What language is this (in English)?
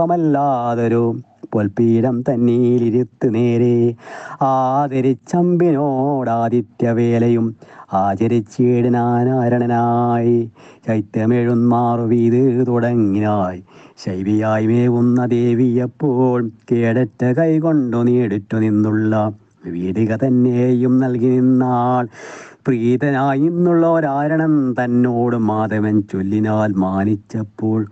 Malayalam